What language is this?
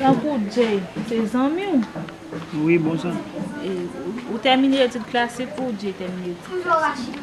Haitian Creole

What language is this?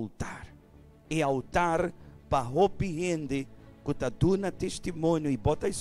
Papiamento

